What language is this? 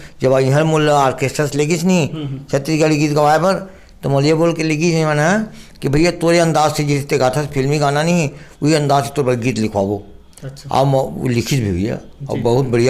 Chhattisgarhi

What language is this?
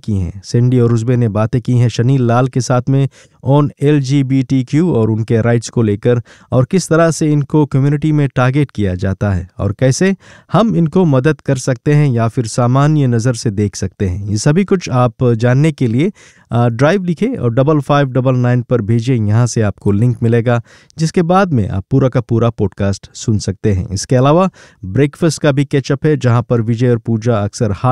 Hindi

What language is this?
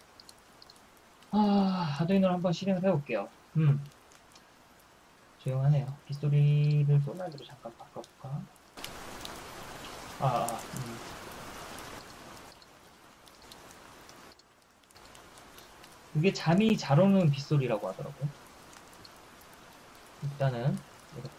Korean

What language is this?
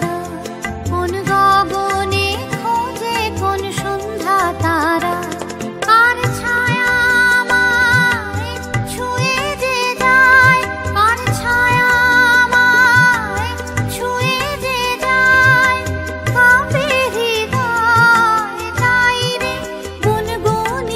Bangla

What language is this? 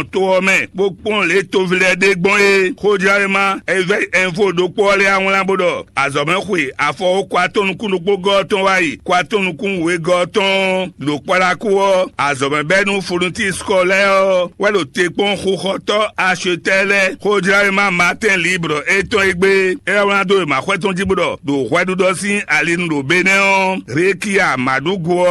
Fon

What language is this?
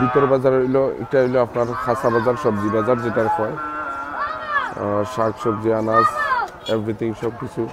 Sylheti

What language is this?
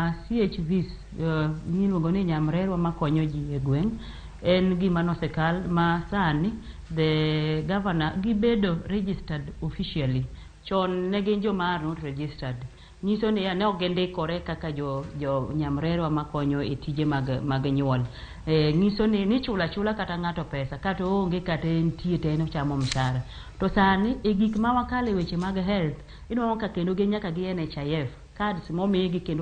Luo (Kenya and Tanzania)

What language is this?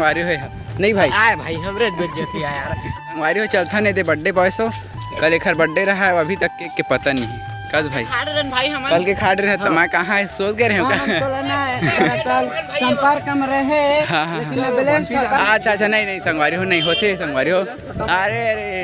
Chhattisgarhi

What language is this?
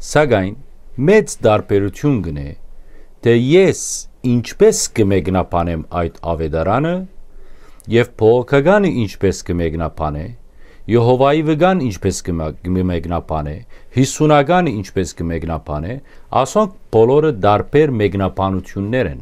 Western Armenian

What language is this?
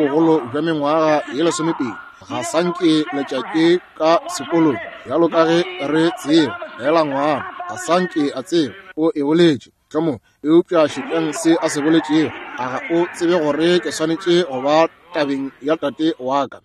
Northern Sotho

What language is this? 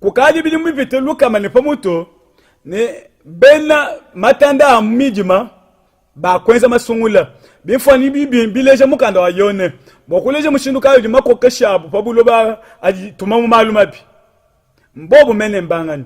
Luba-Lulua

